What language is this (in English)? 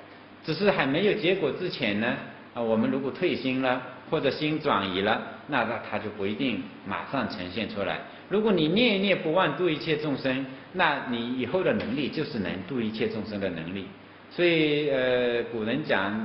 Chinese